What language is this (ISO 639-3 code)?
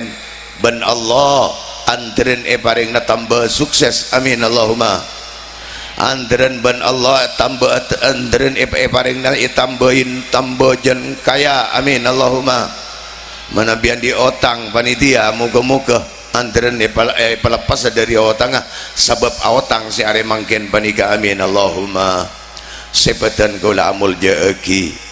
mad